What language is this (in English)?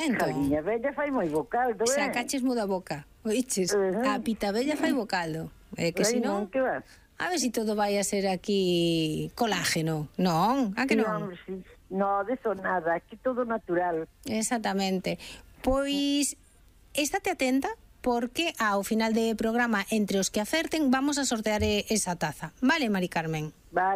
Galician